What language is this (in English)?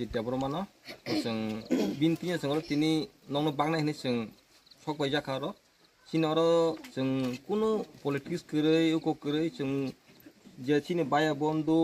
Kok Borok